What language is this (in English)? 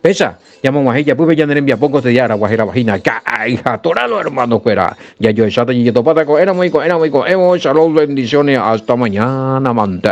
Guarani